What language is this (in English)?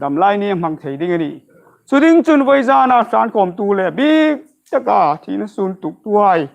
Hmar